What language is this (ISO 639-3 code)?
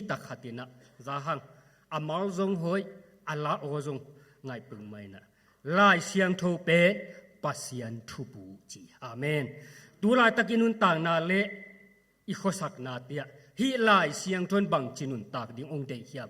ctd